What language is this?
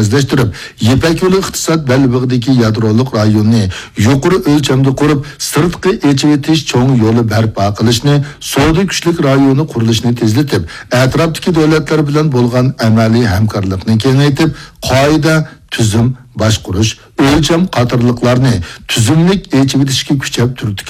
Uyghur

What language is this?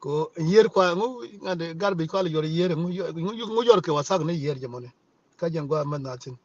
Nuer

